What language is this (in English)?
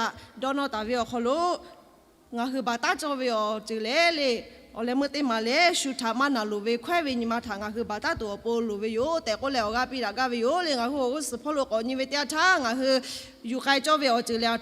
Lahu